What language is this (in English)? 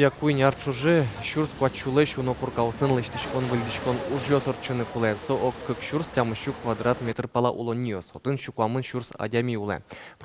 Udmurt